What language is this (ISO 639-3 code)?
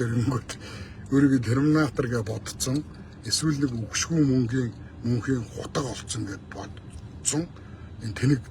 mon